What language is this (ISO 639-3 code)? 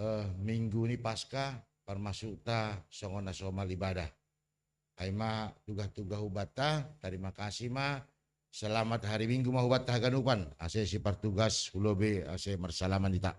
bts